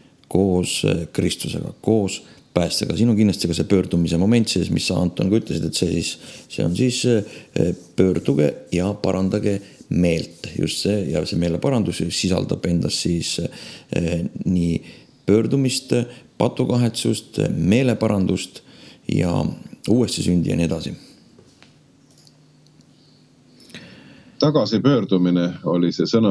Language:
Estonian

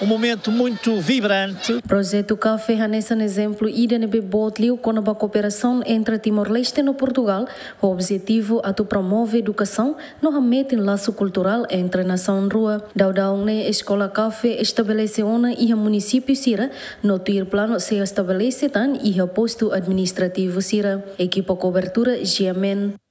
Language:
Tetum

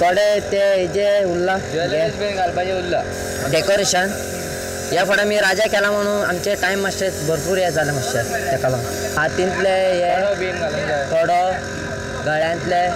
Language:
Konkani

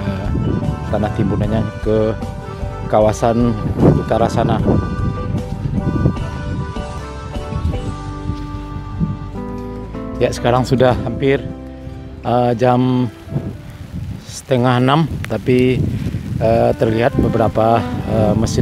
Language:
Indonesian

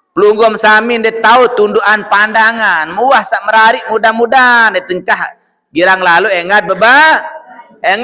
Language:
Sasak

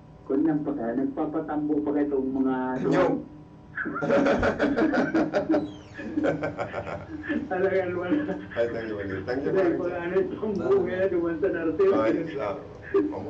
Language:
Bikol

